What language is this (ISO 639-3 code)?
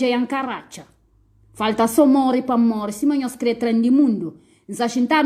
kea